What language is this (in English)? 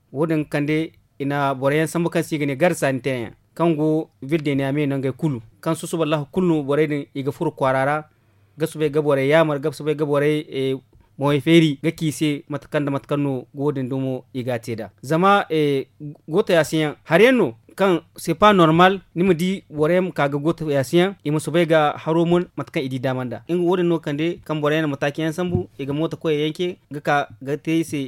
Zarma